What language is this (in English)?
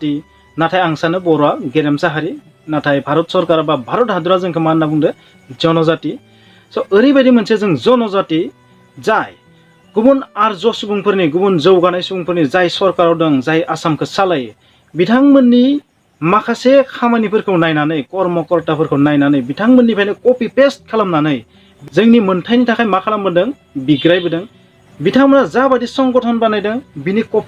Bodo